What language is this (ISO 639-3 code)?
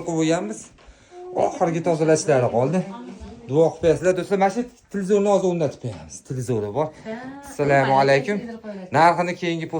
uzb